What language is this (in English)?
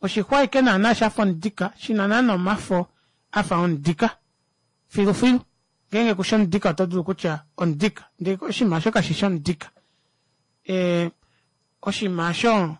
Kuanyama